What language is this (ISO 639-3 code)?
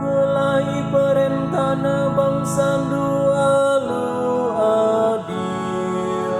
btx